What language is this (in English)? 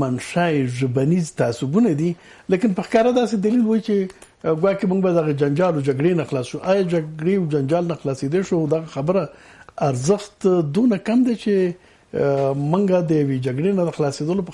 Pashto